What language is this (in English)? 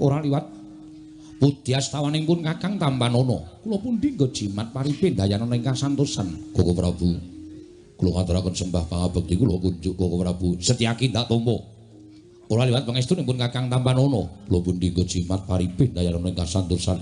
Javanese